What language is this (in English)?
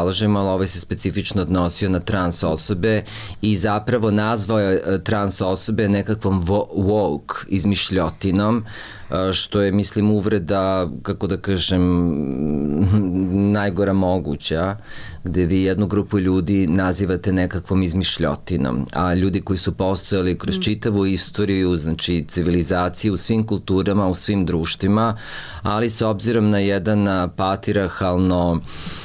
Serbian